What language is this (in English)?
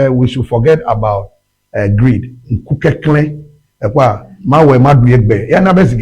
Ewe